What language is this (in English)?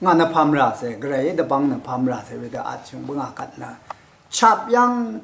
Rawang